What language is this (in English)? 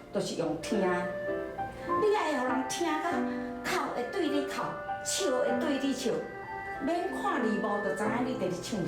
Min Nan Chinese